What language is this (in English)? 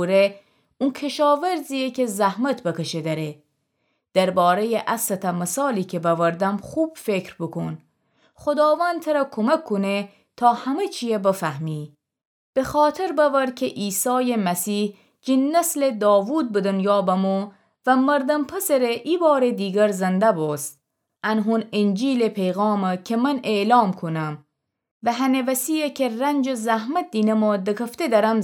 Gilaki